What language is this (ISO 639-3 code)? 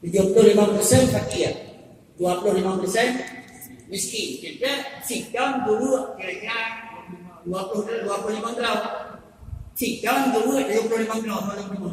ace